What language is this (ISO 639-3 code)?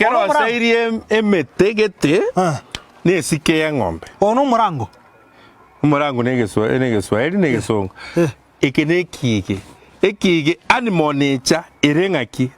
guz